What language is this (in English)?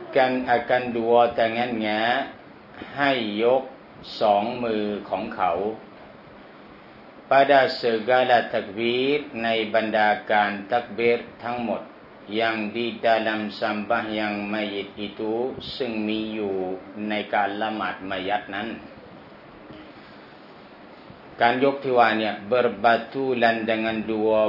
Thai